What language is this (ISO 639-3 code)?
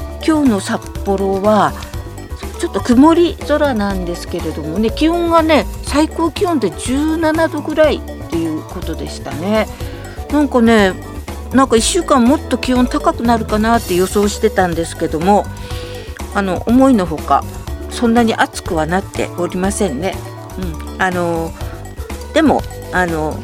jpn